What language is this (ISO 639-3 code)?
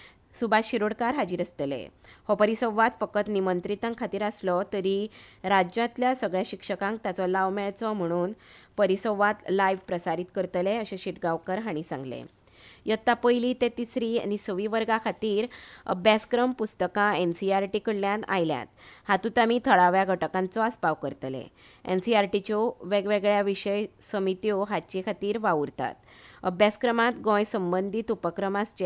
kok